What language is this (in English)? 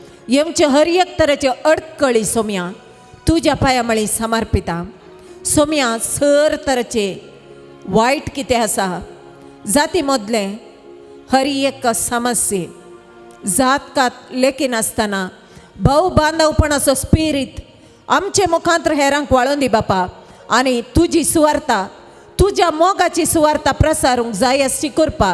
Konkani